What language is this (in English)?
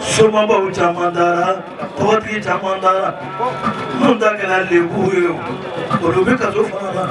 Bambara